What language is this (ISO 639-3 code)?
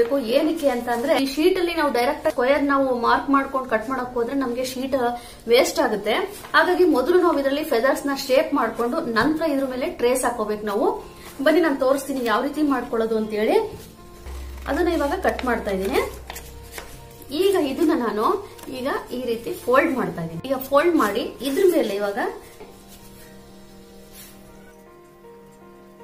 kan